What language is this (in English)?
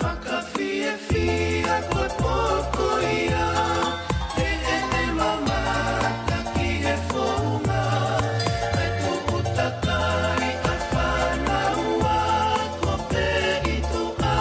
Tongan